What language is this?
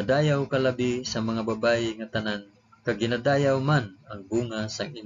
Hiligaynon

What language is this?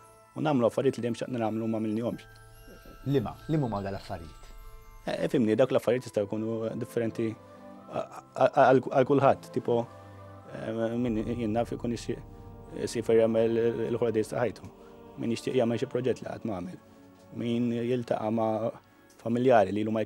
Maltese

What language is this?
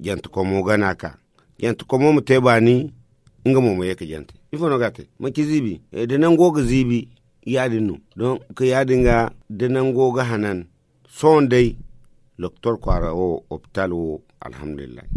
Zarma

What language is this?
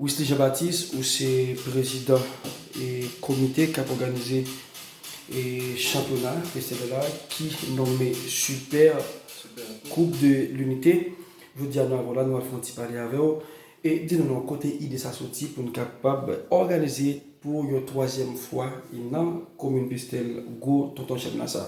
Haitian Creole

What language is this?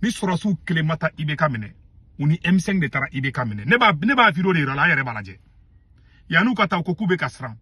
Bambara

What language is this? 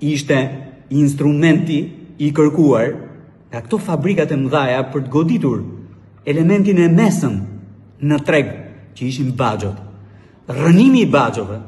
Albanian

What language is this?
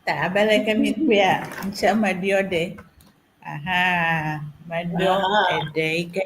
Ewe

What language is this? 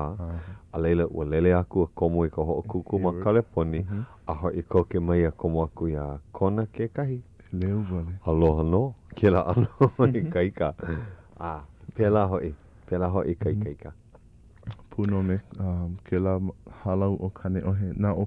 Hawaiian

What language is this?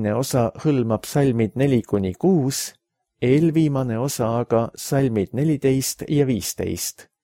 Estonian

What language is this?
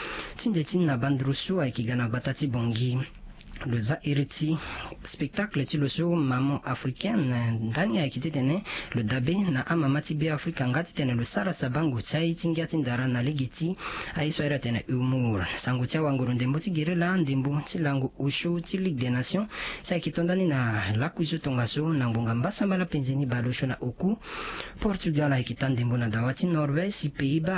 Sango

